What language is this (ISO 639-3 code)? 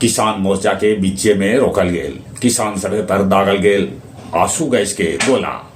mag